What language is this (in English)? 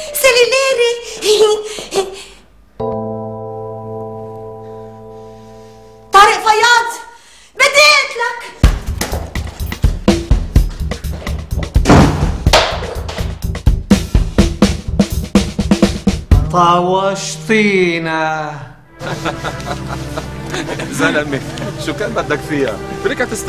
North Levantine Arabic